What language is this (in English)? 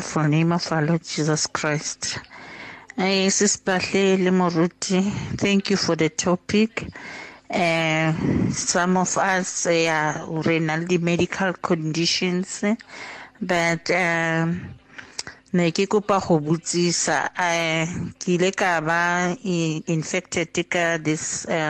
English